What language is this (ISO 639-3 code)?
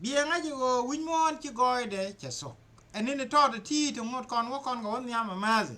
nus